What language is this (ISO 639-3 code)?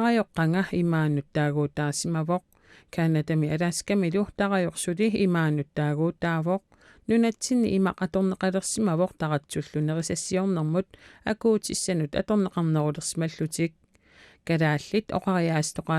kal